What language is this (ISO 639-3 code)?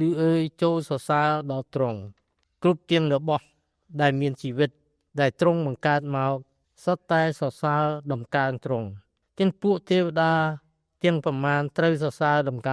khm